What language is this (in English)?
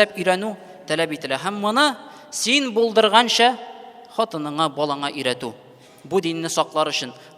Tatar